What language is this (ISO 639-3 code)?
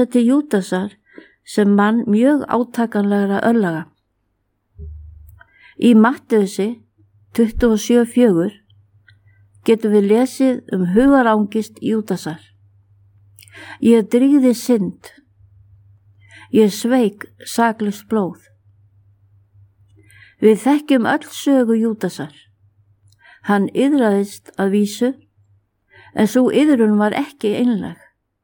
isl